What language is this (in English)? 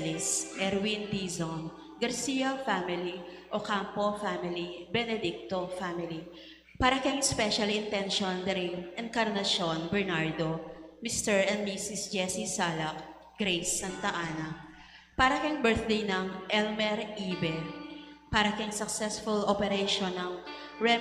Pampanga